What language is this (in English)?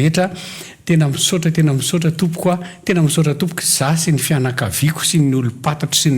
Malagasy